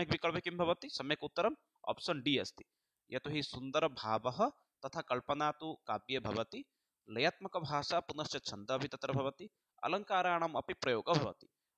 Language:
Sanskrit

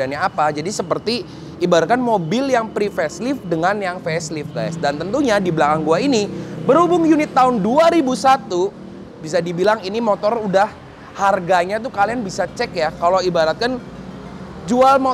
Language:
Indonesian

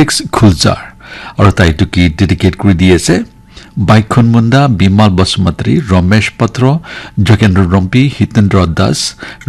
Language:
Naga Pidgin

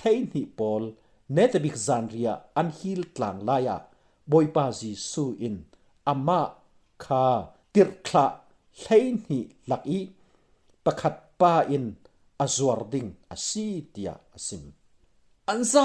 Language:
Falam Chin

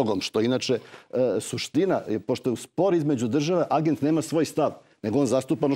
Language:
Serbian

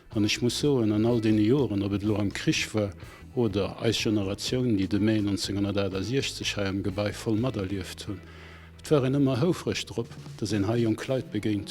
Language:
Luxembourgish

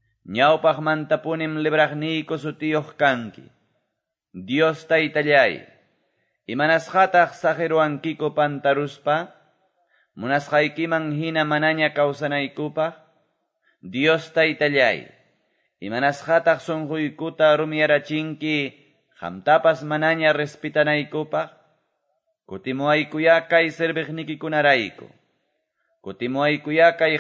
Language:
Quechua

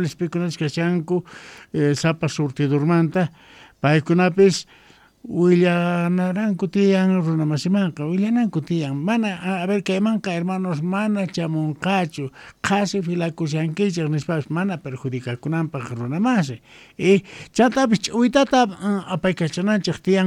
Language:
Quechua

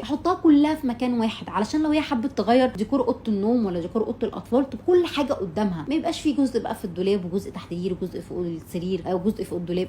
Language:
Egyptian Arabic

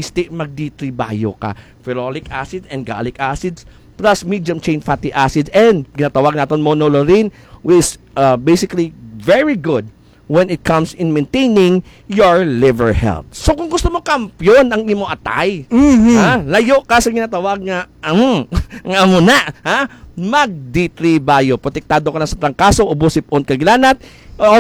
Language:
Hiligaynon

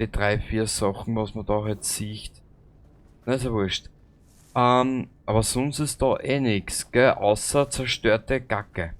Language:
Bavarian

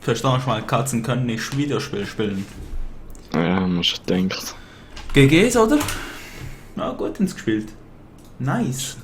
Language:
Swiss German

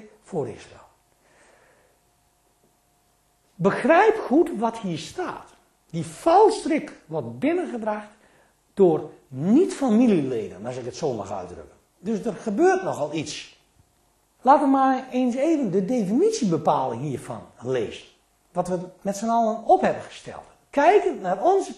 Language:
Dutch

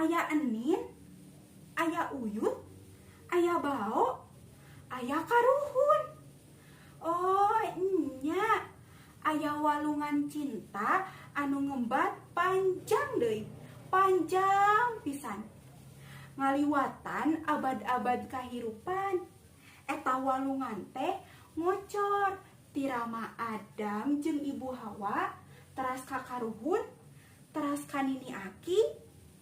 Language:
Sundanese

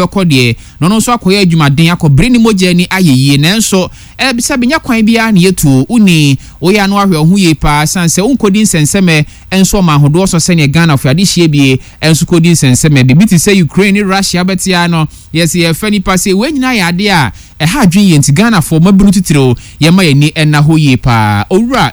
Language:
Akan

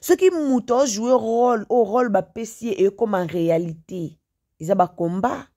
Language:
Lingala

